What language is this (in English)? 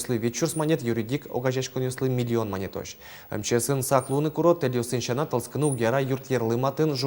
Udmurt